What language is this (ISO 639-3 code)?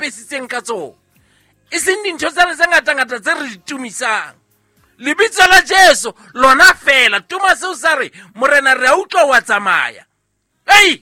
sot